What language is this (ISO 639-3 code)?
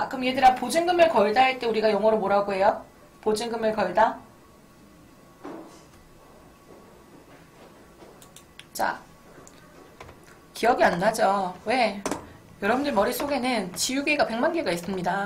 kor